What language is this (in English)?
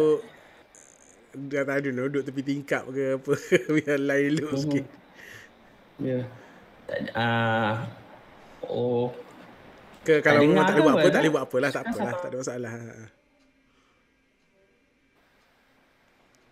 Malay